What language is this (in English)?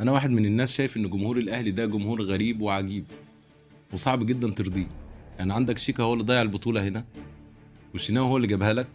Egyptian Arabic